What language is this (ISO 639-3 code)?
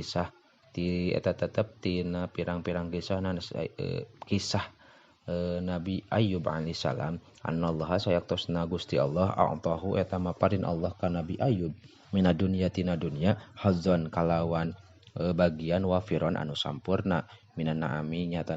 sun